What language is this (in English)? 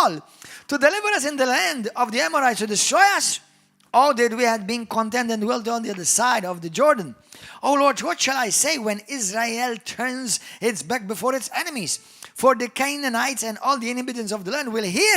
English